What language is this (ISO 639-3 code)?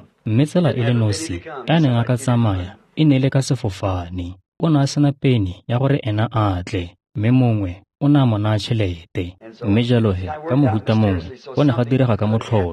tsn